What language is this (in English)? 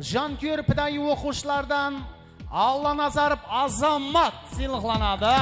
Kara-Kalpak